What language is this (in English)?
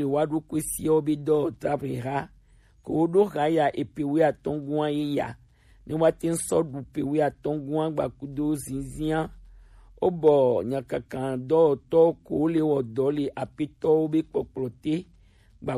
Gen